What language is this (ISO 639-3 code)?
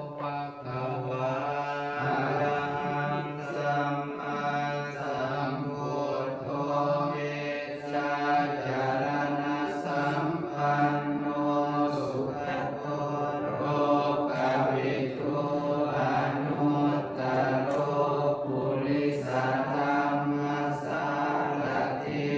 pli